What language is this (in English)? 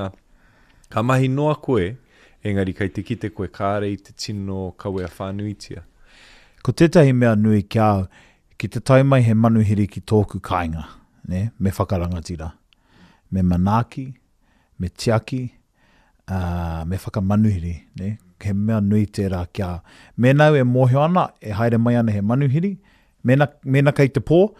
Māori